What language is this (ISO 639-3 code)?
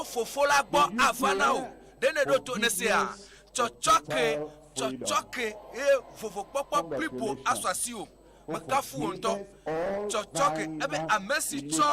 ewe